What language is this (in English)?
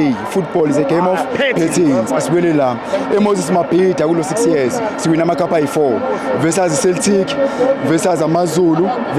Zulu